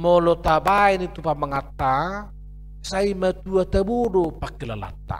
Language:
Batak Toba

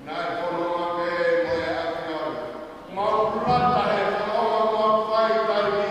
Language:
Tongan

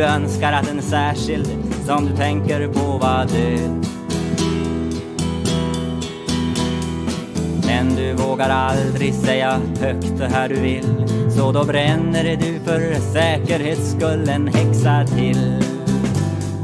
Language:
Swedish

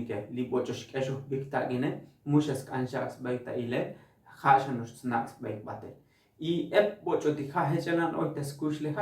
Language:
Tzotzil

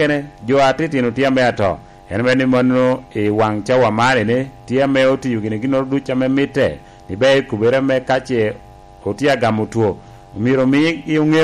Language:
Lango (Uganda)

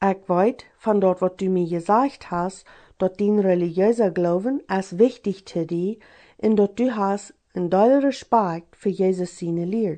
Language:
Plautdietsch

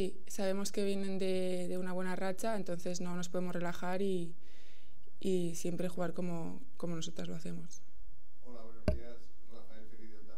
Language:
Spanish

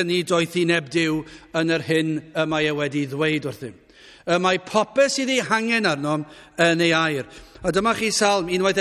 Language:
Welsh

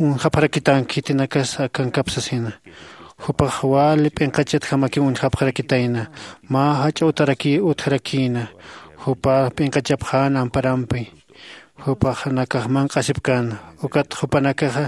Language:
Aymara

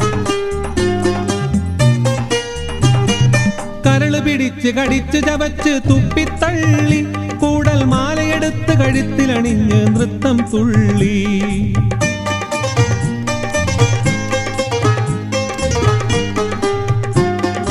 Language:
Malayalam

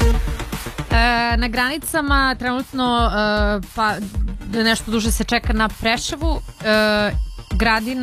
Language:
Serbian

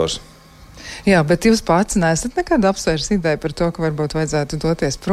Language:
Latvian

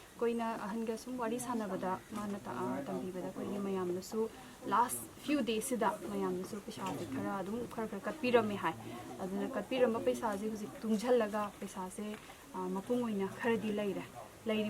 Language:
Manipuri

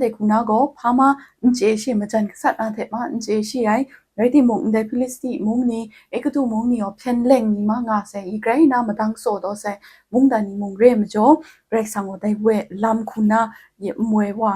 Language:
Kachin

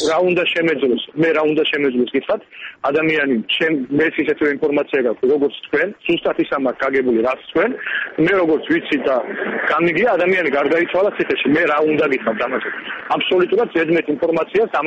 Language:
Georgian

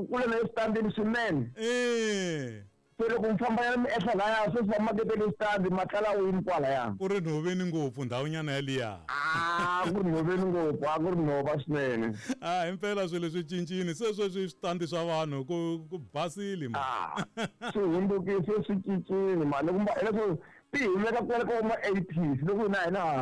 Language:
Tsonga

